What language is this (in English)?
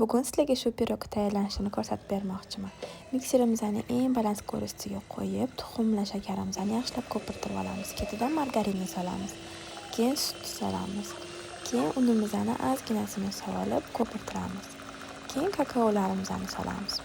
Uzbek